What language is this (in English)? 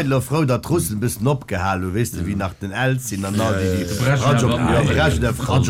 Luxembourgish